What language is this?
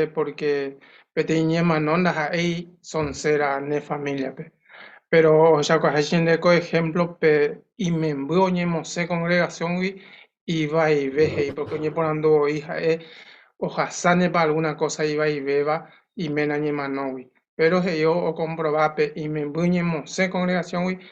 Guarani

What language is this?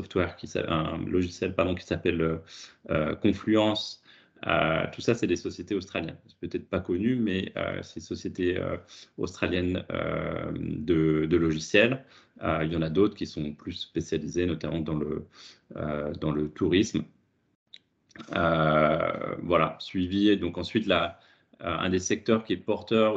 French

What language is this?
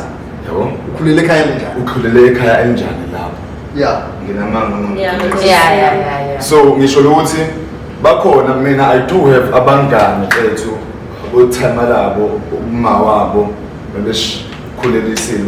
Zulu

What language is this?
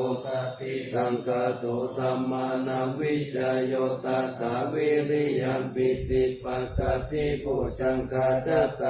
Pali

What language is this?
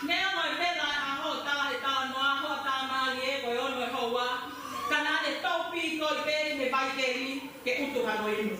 Tongan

